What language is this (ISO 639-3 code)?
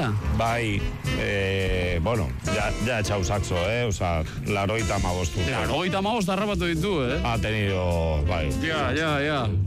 eus